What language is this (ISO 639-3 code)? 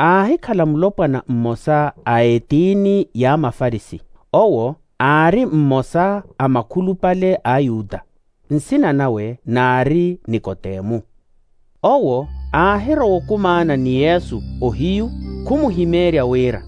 vmw